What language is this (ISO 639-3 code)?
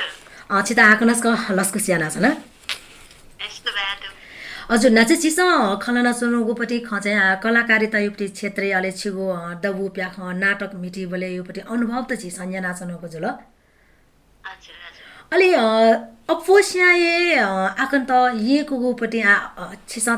new